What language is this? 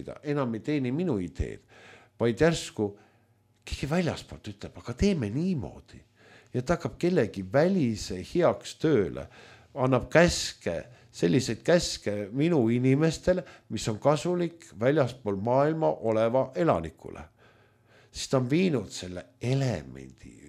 Estonian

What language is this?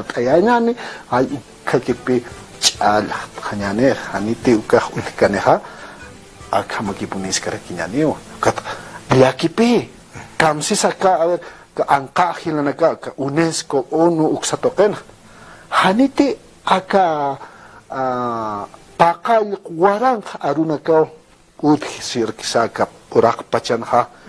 Aymara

